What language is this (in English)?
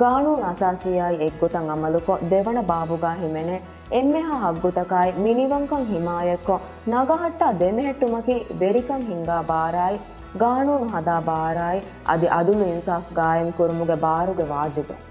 Divehi